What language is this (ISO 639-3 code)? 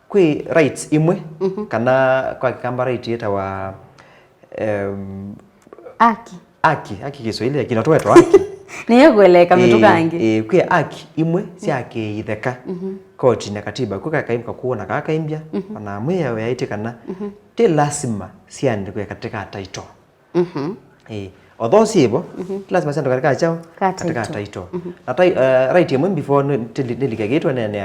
kam